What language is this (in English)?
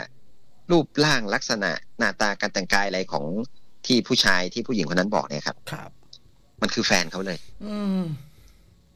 Thai